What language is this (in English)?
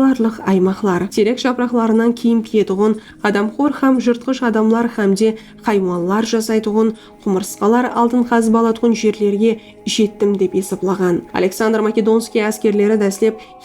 Kara-Kalpak